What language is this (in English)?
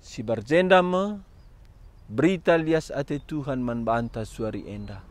Batak Karo